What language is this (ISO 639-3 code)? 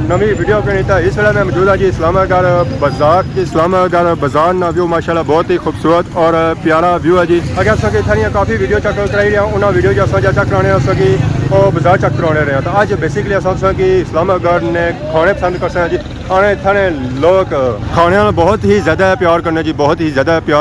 phr